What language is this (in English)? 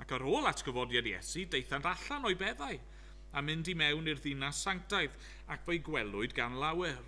Welsh